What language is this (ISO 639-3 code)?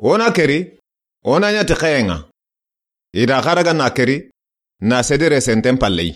snk